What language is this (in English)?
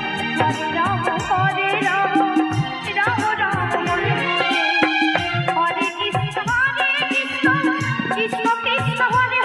Bangla